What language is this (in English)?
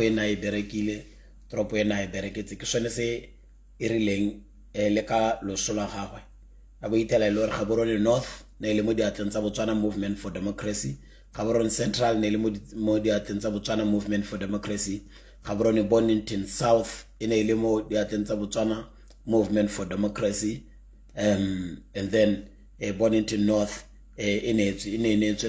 Tswana